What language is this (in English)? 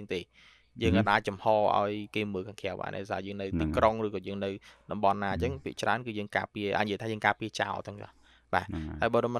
Khmer